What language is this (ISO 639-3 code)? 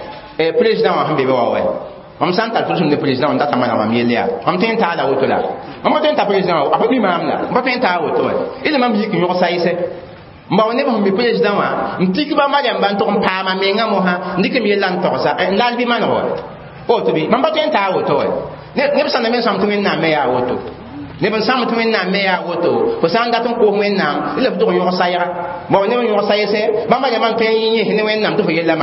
mos